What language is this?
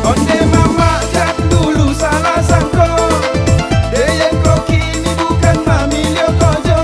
Minangkabau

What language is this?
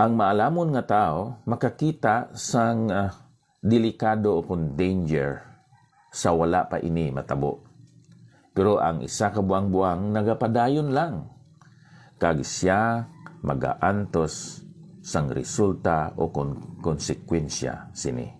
Hiligaynon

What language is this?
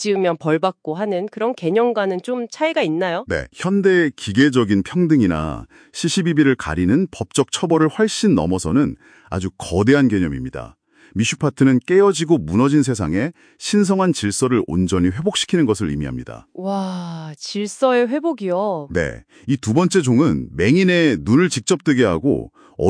Korean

